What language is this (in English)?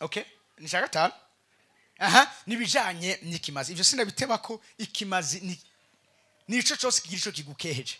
Rundi